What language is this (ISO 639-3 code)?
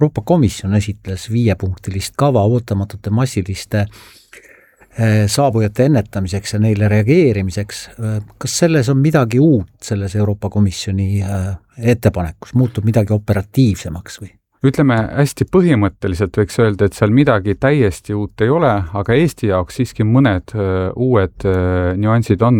est